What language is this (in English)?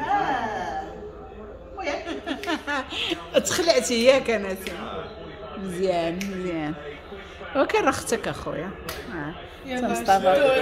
Moroccan Arabic